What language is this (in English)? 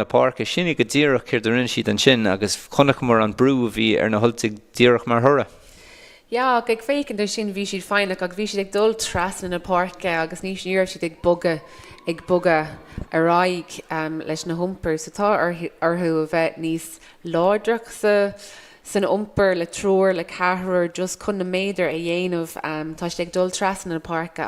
Irish